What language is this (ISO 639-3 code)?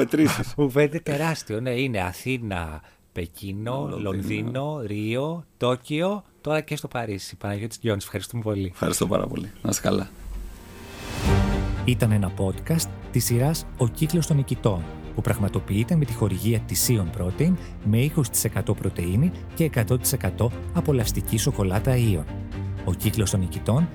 ell